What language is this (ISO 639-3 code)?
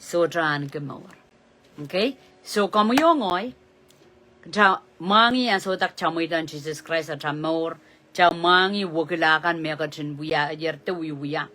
pon